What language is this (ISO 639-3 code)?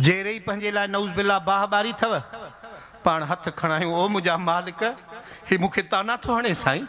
snd